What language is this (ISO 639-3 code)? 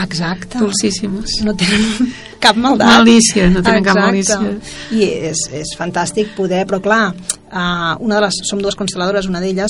cat